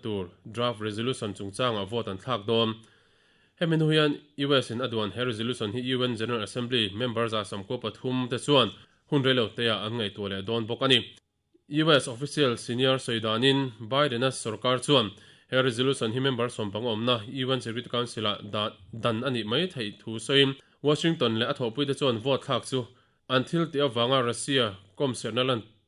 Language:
Mizo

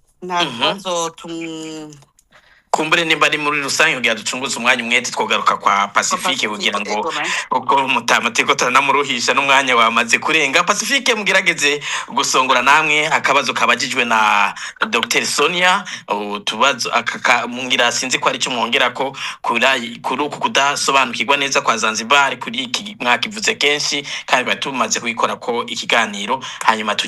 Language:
Rundi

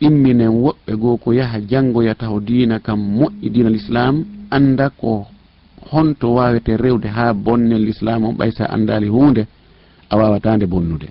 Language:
Fula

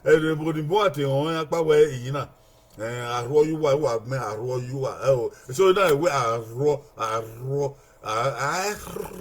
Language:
Bini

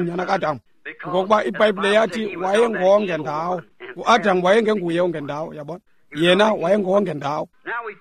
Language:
Xhosa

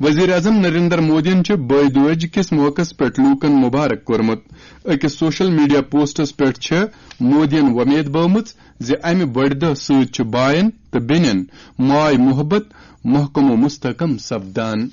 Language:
Kashmiri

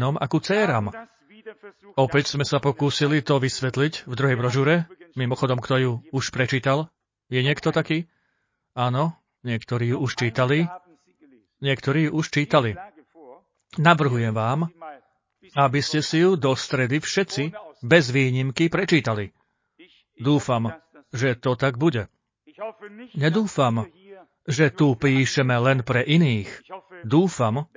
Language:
Slovak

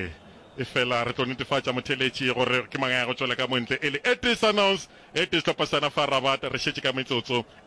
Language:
Northern Sotho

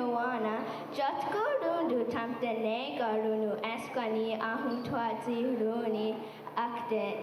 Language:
Mohawk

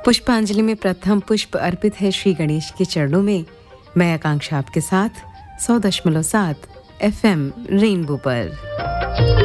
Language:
Hindi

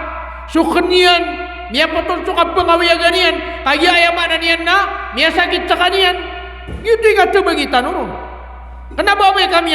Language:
Maranao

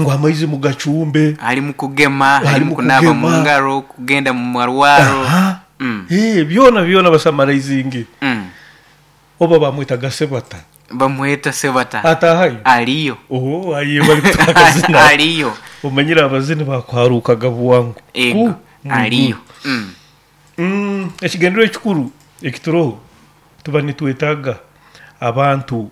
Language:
Nyoro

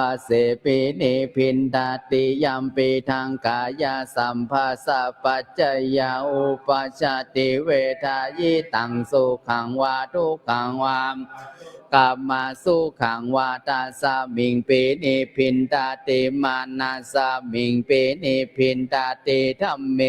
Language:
Pali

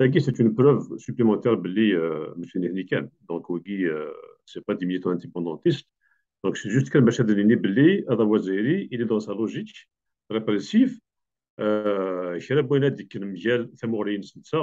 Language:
Kabyle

